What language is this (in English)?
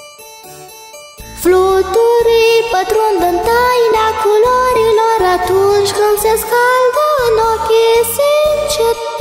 Romanian